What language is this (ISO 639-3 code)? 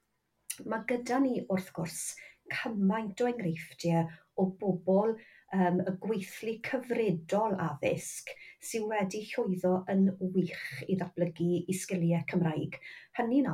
cym